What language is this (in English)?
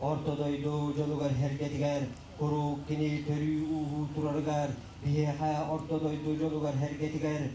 Yakut